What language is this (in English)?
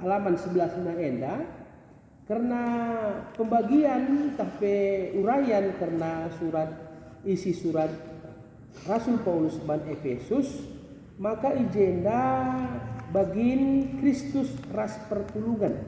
Batak Karo